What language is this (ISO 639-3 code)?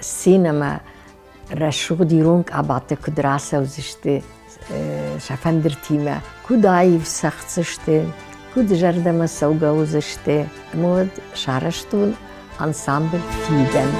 oss